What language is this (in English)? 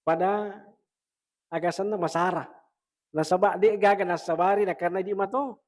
Buginese